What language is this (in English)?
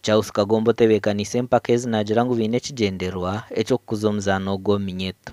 Nyankole